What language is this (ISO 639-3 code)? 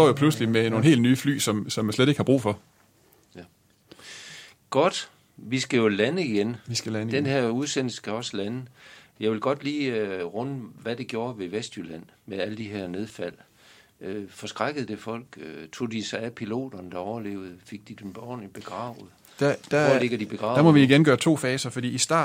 dan